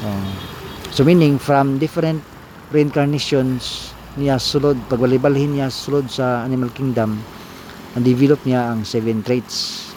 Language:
Cebuano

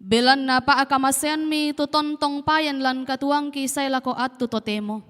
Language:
Toraja-Sa'dan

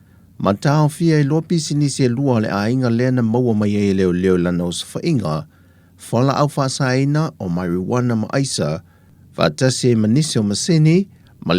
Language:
Samoan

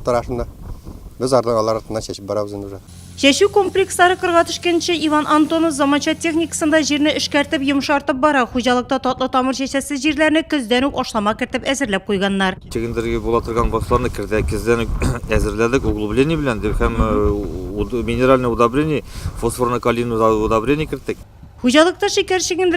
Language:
Tatar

